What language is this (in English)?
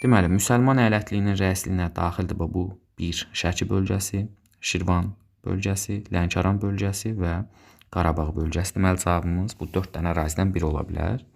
Azerbaijani